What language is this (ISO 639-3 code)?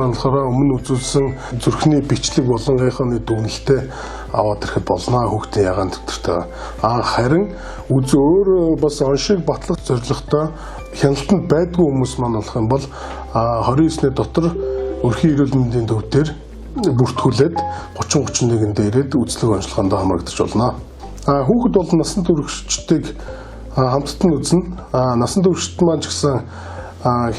mon